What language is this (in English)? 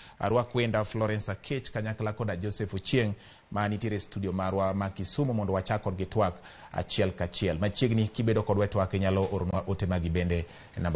Luo (Kenya and Tanzania)